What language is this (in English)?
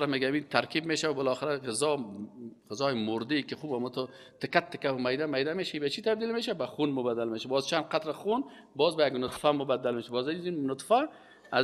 Persian